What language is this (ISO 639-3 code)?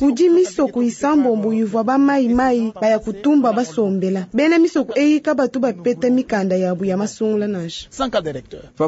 lua